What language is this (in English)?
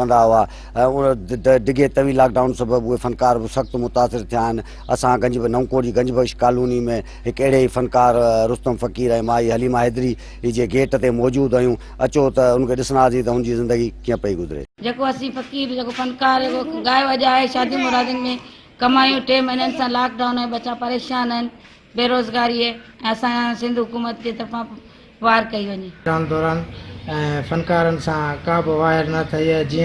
Sindhi